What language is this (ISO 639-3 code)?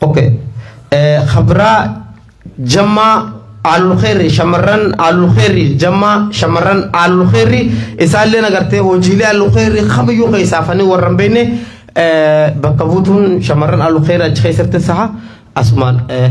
orm